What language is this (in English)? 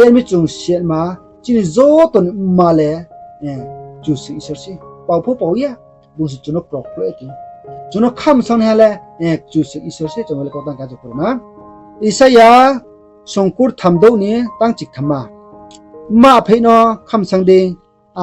Riang (India)